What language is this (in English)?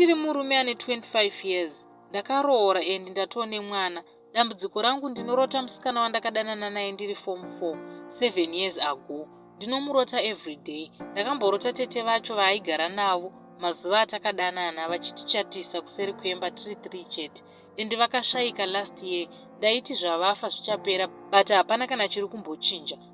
Shona